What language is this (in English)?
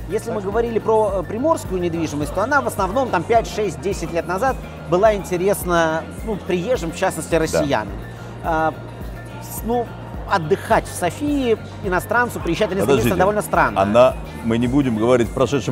Russian